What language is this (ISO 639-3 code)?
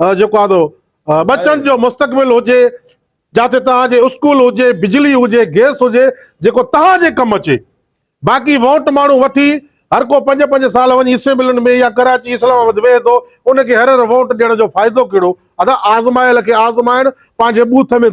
snd